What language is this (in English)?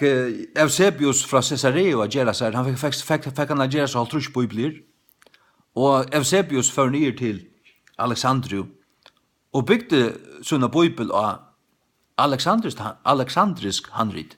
Faroese